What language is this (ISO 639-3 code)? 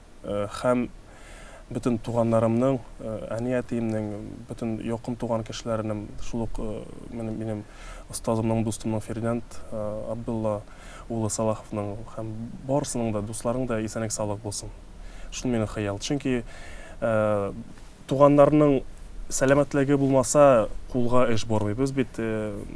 tat